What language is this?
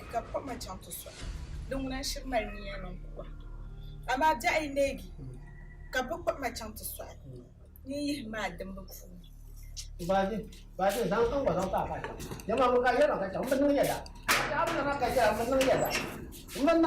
Dagbani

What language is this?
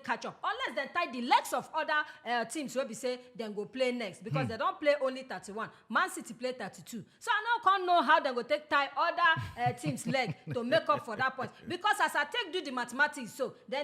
Nigerian Pidgin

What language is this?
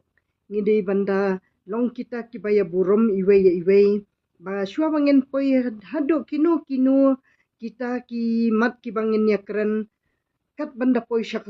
Khasi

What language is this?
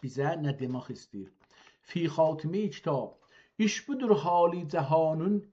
South Azerbaijani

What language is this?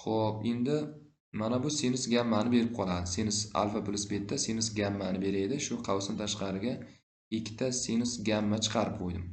Uzbek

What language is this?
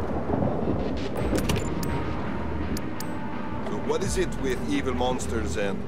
English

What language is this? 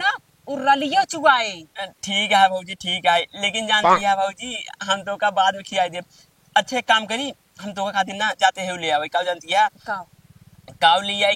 Awadhi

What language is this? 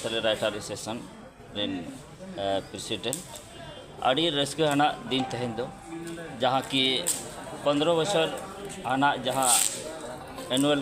Santali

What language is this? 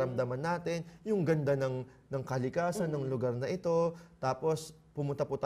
Filipino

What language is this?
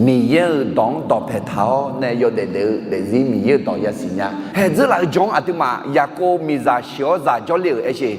Akha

